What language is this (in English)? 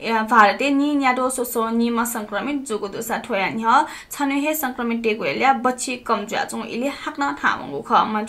Newari